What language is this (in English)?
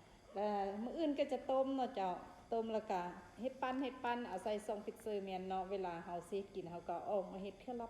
Lao